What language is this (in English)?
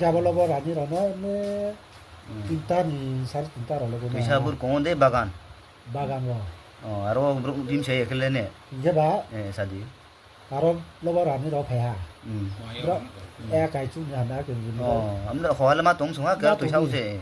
Riang (India)